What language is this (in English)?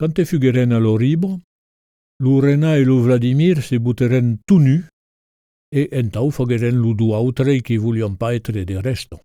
Occitan